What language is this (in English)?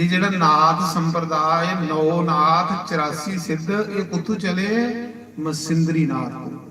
Dogri